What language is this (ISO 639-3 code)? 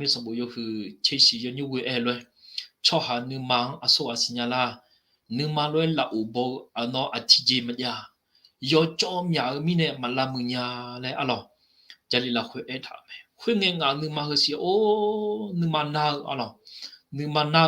ahk